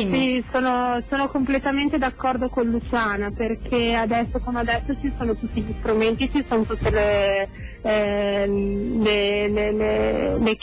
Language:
Italian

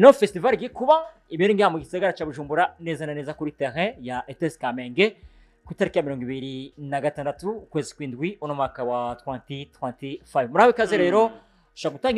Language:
Rundi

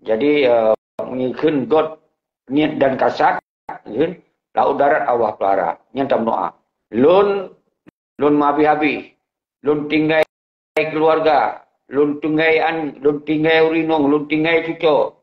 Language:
Achinese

